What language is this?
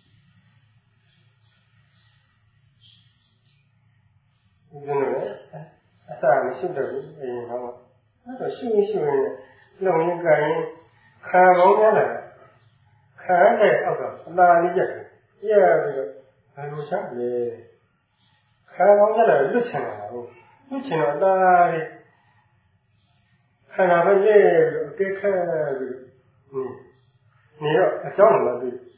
Burmese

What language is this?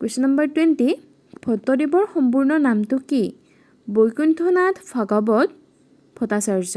Assamese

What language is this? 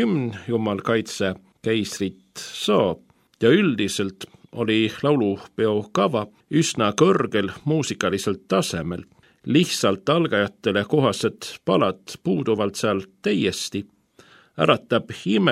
Estonian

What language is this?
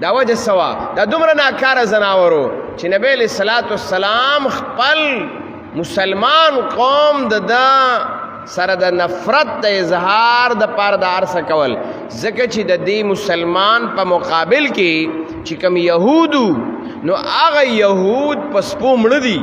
Pashto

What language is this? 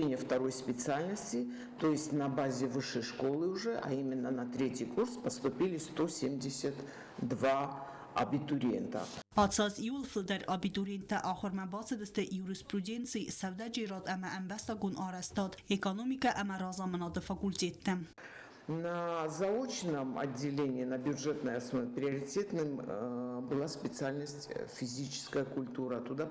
Ossetic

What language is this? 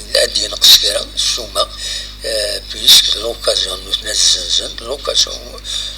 Kabyle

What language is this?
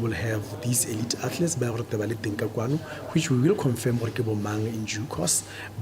Tswana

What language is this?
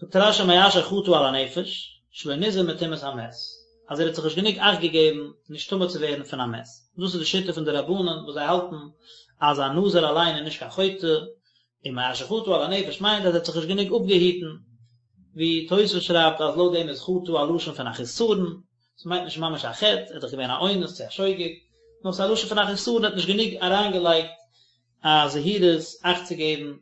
Yiddish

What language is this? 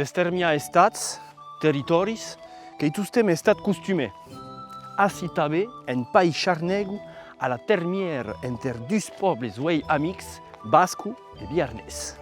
Occitan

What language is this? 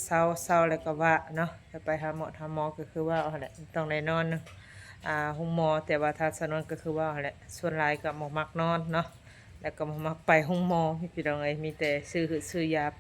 Northeastern Thai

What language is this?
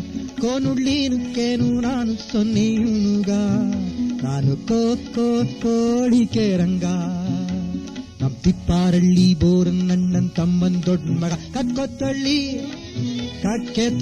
Kannada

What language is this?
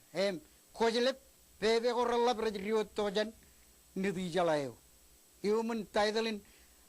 Marshallese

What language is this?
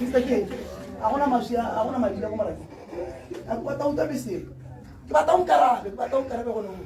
Tswana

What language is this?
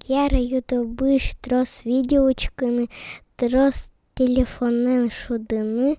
Udmurt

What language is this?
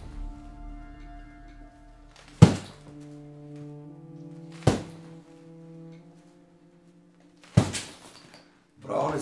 Bulgarian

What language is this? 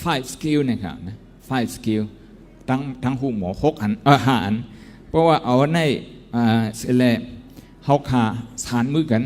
Shan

